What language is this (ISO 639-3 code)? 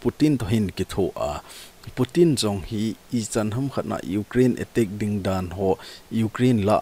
tcz